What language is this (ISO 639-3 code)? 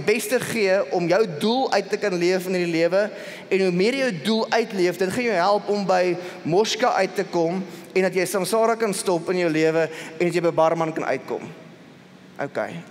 afr